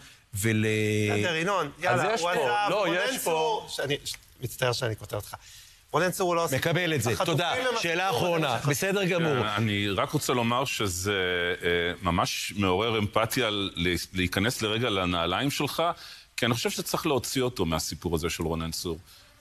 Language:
Hebrew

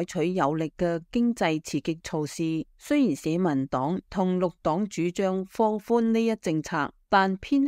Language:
Cantonese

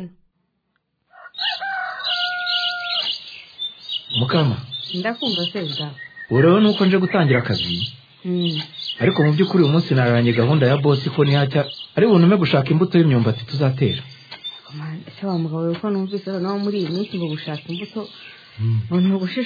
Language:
Kinyarwanda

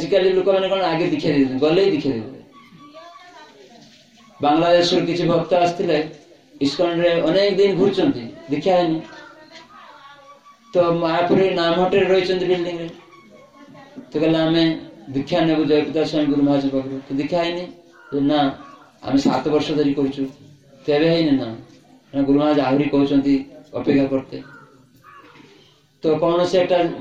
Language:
Odia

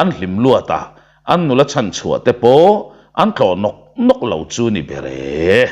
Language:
Mizo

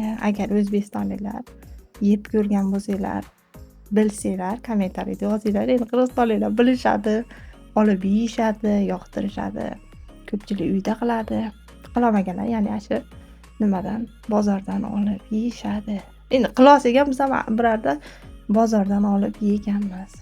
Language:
Uzbek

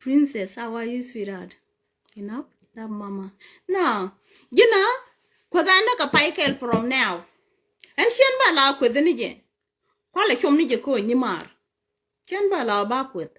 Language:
Nuer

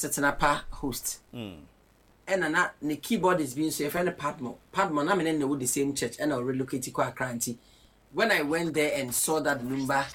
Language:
Akan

